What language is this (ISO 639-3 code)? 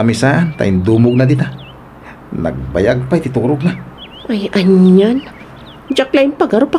ilo